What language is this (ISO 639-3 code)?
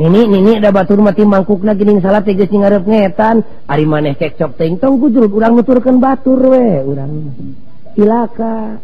sun